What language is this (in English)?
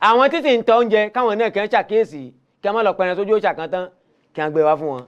Yoruba